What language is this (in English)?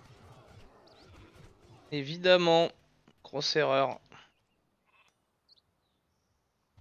French